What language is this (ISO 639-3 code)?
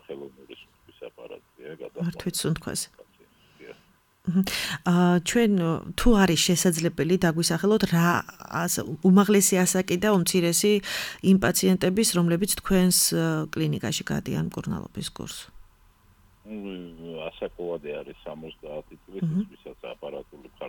kat